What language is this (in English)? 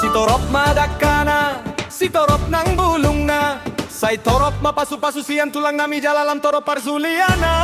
Batak Toba